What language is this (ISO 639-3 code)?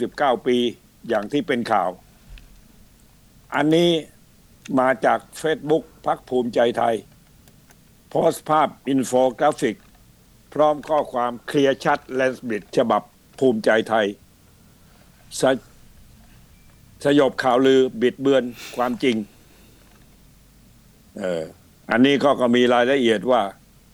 tha